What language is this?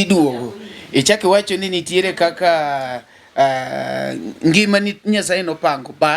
Luo (Kenya and Tanzania)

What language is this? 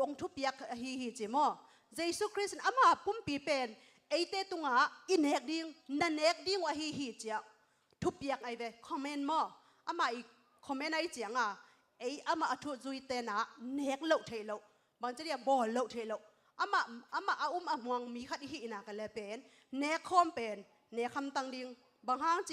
Tedim Chin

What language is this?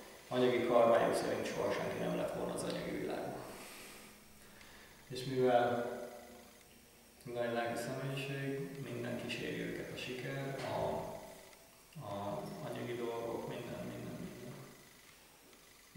Hungarian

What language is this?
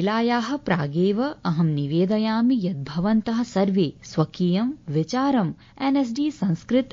Sanskrit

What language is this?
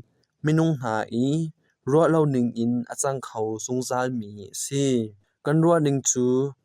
Hakha Chin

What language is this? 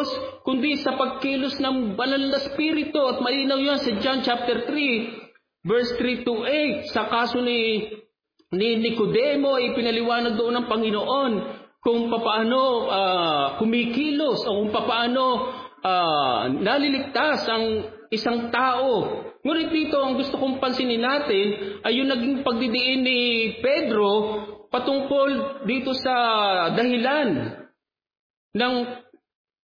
Filipino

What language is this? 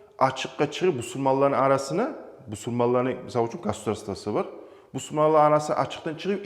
Kumyk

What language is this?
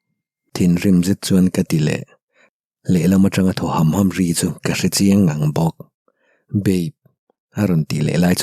Mizo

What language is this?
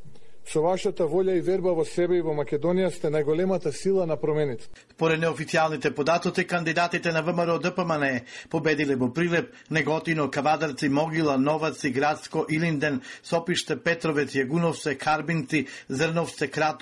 Macedonian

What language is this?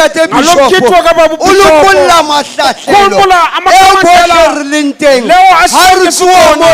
Southern Sotho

